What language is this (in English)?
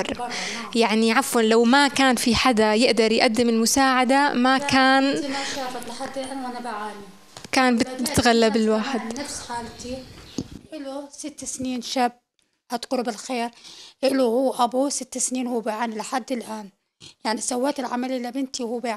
North Levantine Arabic